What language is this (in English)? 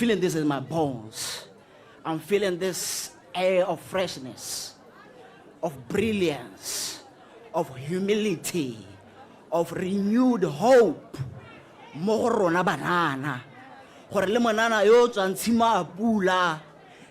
Tswana